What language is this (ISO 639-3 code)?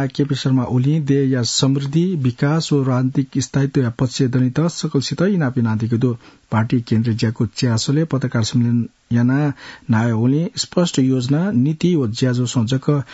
new